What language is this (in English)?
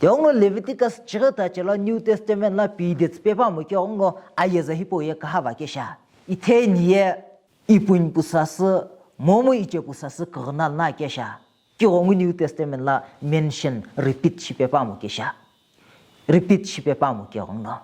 Sumi Naga